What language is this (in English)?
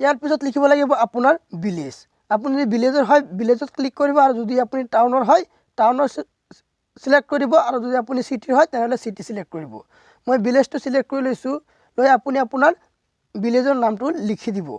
Assamese